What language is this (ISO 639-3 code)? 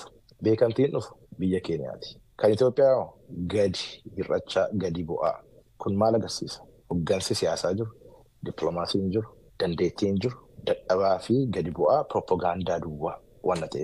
orm